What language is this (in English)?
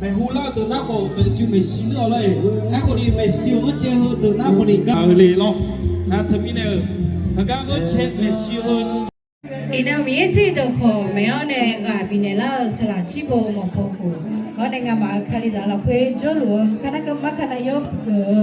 Akha